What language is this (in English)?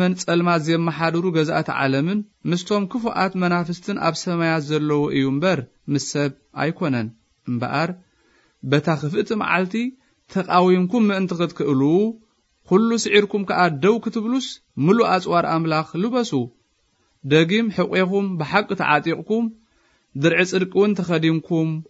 Tigrinya